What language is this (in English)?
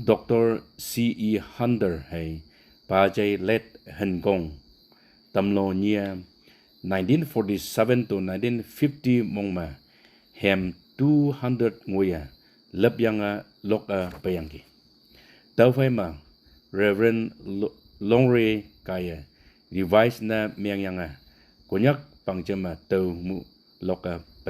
Konyak Naga